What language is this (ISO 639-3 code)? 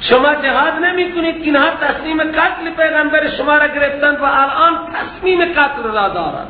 fas